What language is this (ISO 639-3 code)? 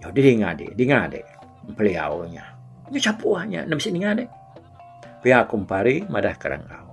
iba